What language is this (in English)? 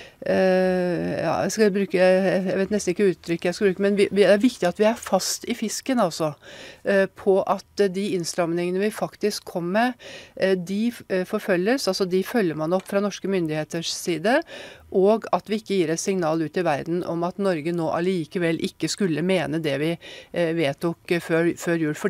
Norwegian